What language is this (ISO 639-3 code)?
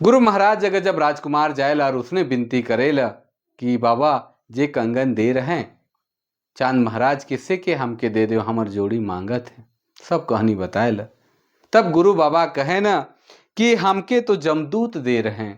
sck